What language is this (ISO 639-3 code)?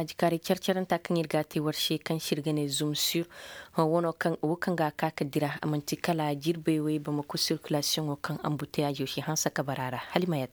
ses